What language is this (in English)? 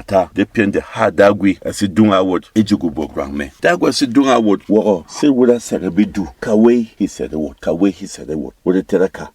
Berom